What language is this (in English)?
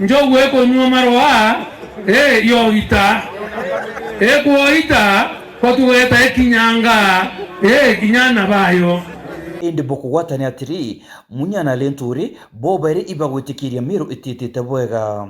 Meru